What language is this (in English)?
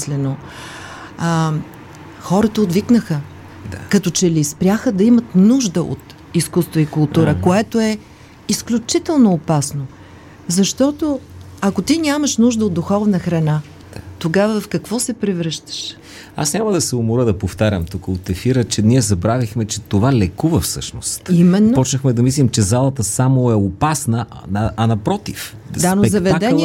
Bulgarian